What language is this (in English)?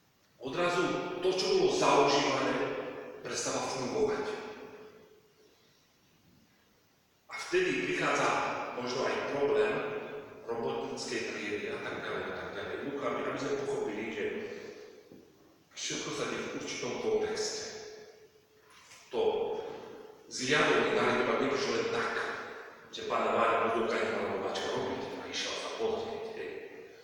Slovak